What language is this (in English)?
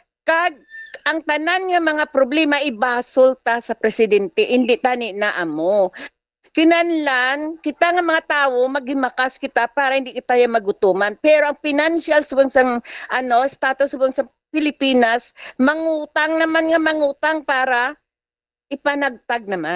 Hiligaynon